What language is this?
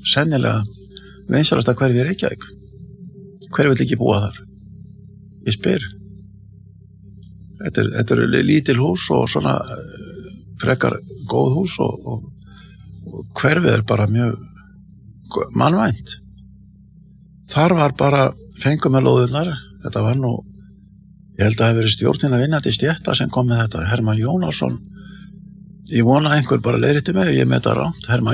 Icelandic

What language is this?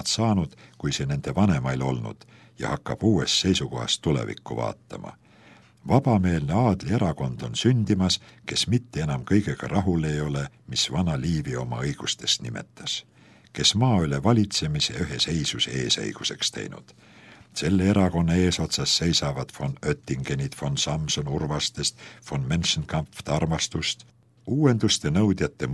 Estonian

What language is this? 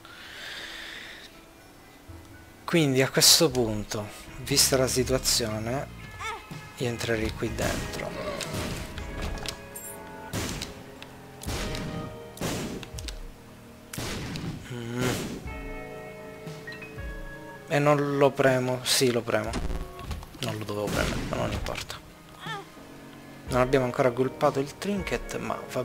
Italian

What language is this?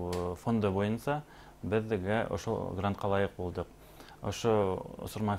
Bashkir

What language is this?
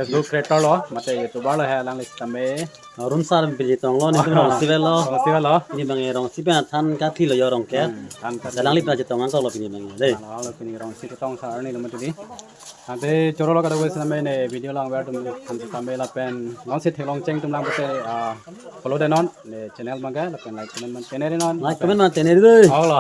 Karbi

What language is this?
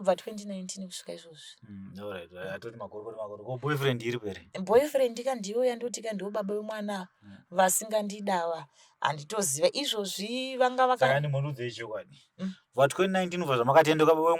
Shona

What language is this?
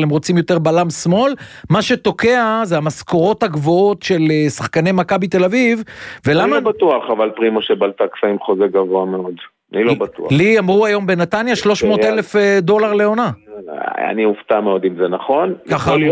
Hebrew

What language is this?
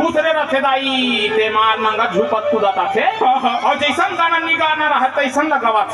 Chhattisgarhi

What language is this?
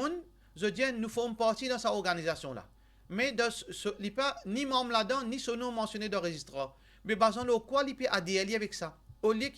Morisyen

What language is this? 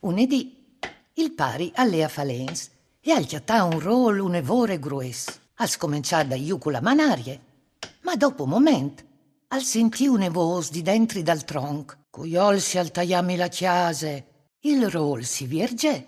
Friulian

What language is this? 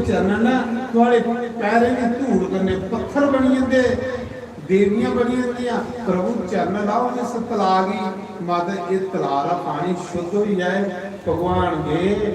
Dogri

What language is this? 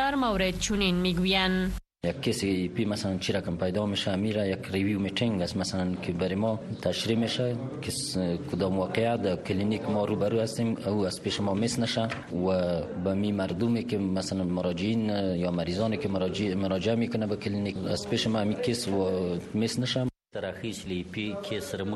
Persian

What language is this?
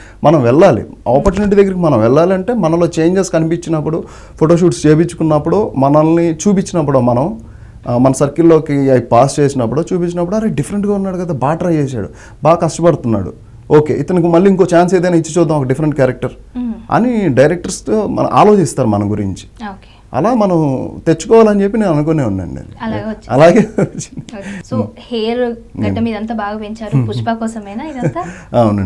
Telugu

